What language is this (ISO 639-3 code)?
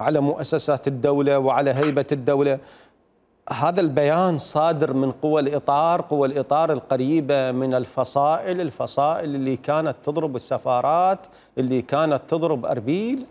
acm